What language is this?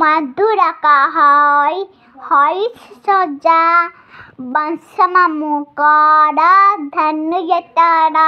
Odia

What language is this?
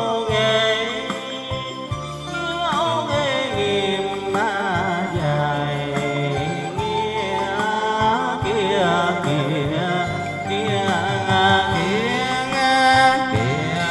Vietnamese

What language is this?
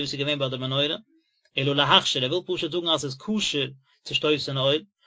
Yiddish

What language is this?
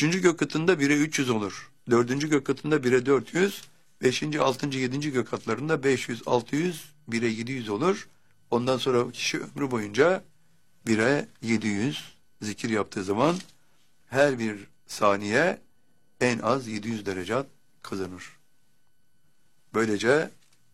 Turkish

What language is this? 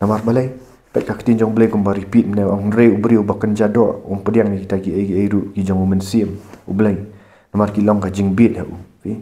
Khasi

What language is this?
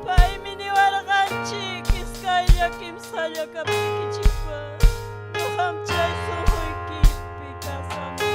Ayacucho Quechua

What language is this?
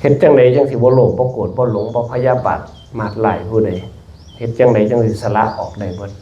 Northeastern Thai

